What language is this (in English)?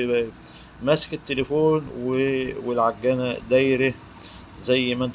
Egyptian Arabic